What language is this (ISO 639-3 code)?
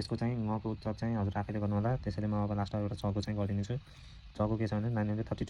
nep